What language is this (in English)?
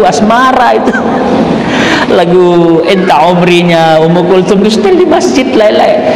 Sasak